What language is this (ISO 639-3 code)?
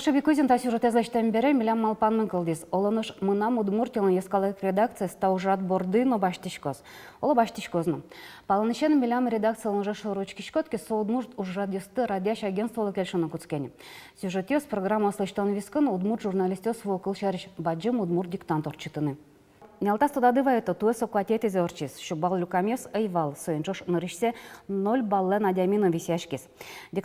udm